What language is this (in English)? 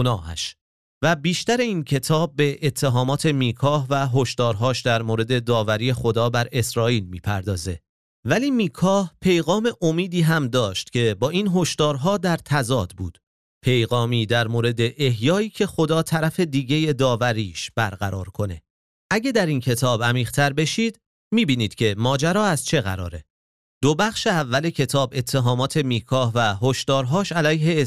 Persian